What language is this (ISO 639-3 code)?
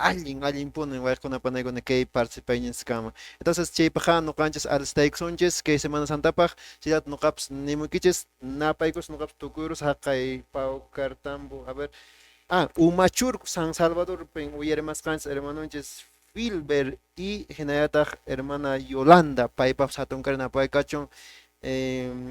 que